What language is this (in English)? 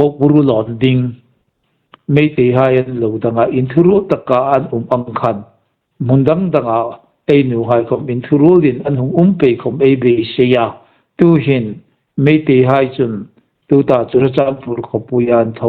Hmar